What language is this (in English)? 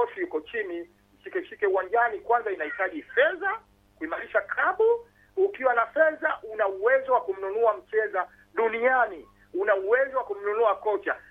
Swahili